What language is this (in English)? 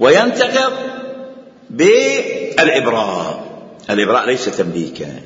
Mesopotamian Arabic